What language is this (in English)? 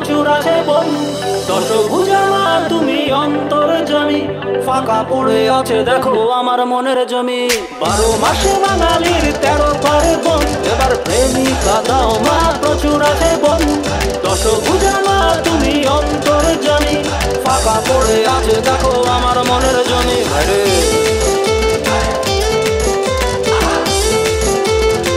Bangla